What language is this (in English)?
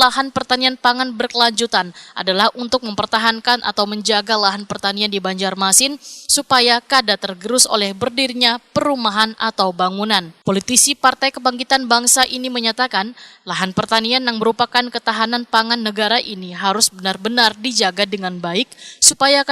Banjar